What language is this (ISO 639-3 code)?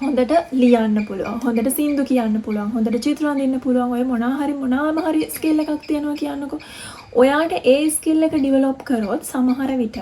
sin